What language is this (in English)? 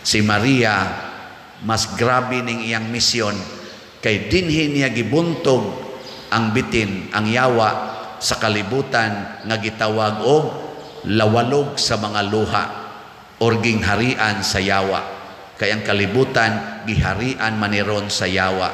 Cebuano